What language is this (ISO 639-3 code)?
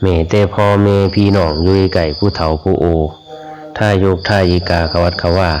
lao